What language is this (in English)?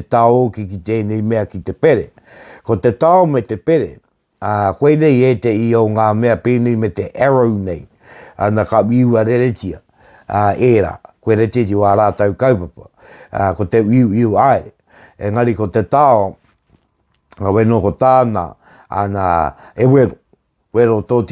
Māori